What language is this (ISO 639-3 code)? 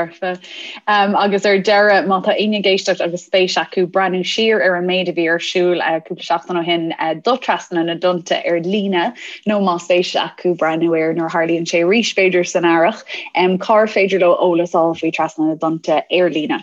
gle